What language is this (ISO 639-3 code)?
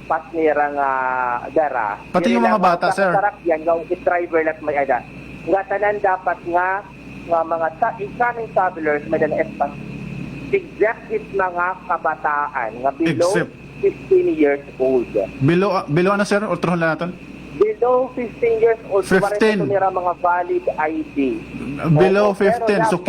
war